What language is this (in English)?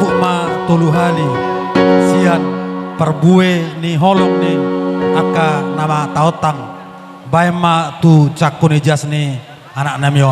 Batak Toba